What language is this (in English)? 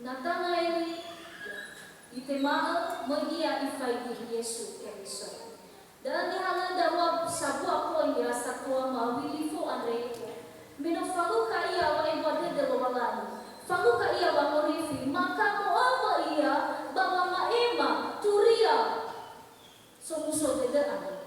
Nias